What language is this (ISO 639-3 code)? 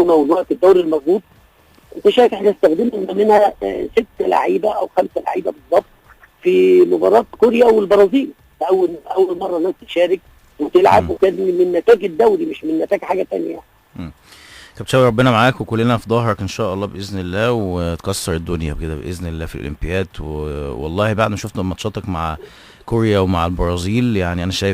arz